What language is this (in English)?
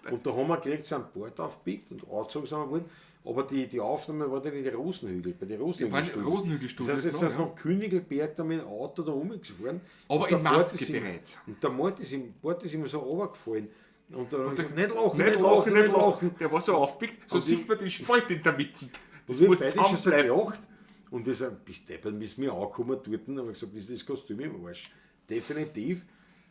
Bavarian